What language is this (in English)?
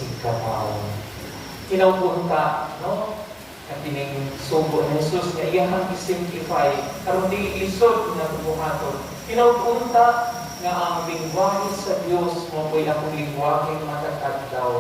Cebuano